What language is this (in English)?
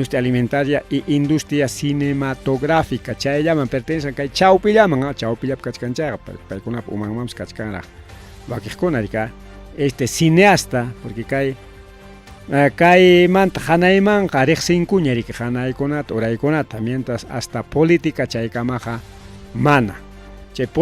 Ayacucho Quechua